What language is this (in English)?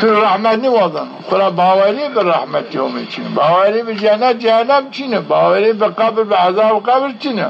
Zaza